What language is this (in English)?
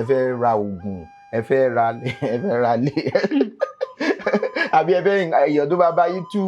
Yoruba